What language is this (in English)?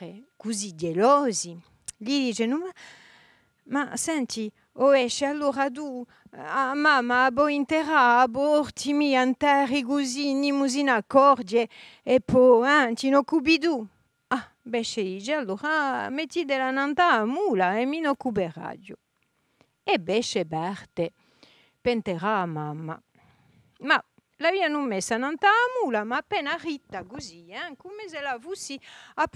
Corsican